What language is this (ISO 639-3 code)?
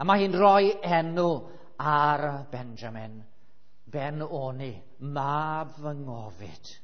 cym